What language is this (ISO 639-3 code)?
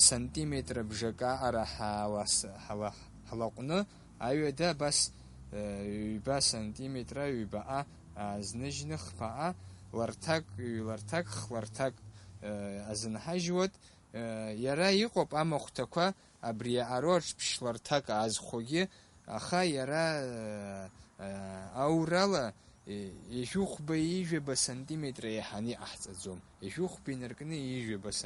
abk